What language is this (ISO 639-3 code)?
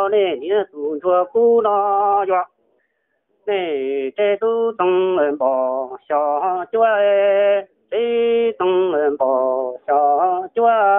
hmn